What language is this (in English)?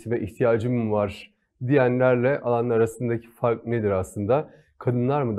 Turkish